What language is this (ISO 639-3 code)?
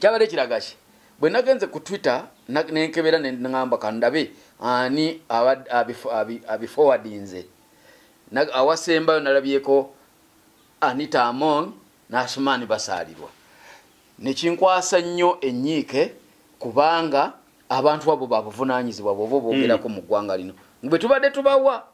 lug